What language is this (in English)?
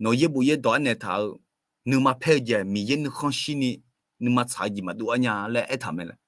Akha